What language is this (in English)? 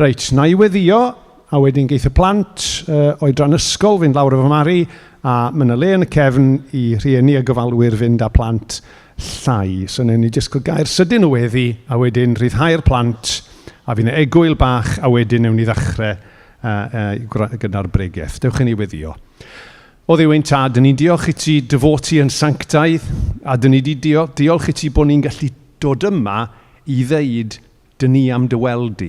Welsh